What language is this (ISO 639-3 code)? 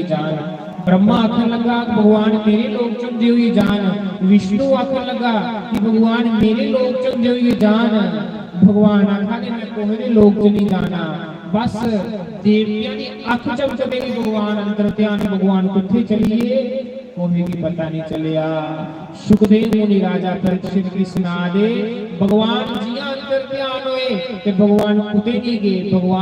doi